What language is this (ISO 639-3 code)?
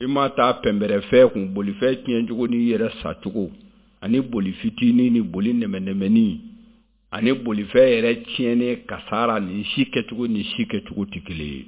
bam